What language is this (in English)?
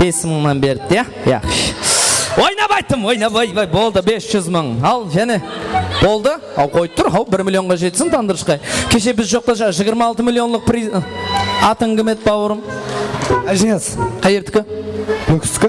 Kara-Kalpak